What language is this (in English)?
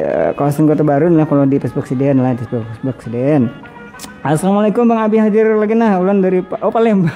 Banjar